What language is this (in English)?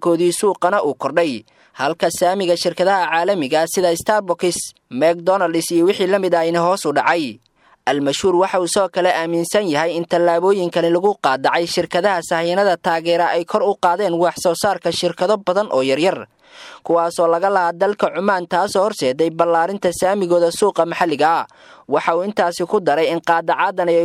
Somali